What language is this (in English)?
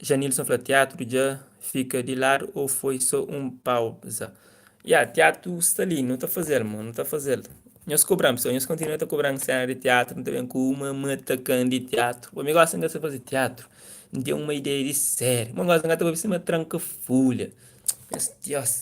Kabuverdianu